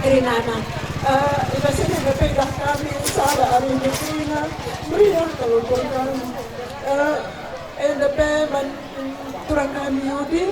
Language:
Batak Karo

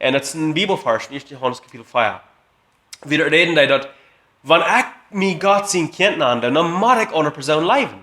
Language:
Plautdietsch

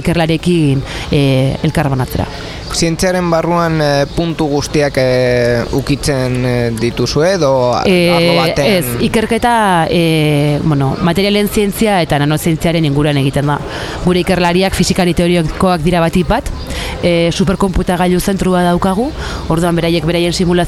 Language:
Basque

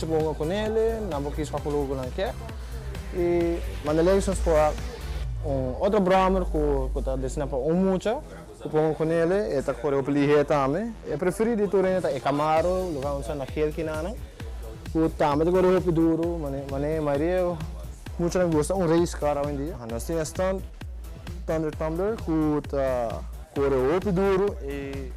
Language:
Papiamento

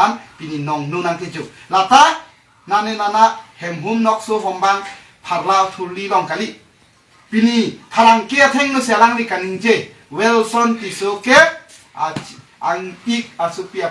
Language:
Karbi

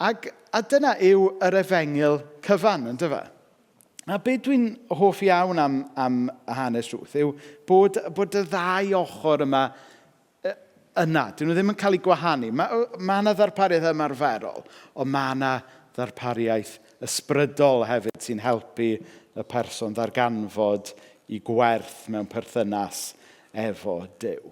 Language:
Welsh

